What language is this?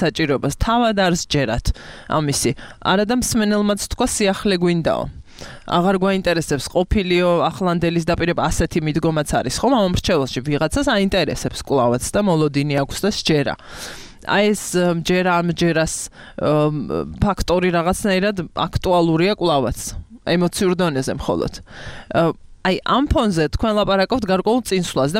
Georgian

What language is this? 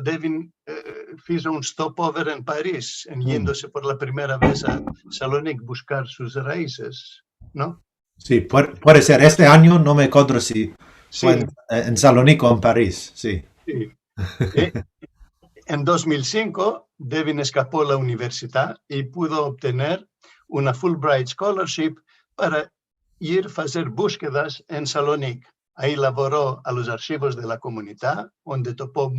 Ladino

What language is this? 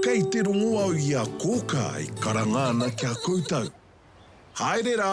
Māori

